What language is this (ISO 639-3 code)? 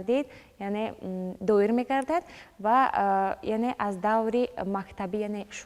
tgk